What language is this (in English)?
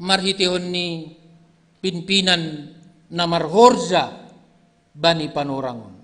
Batak Simalungun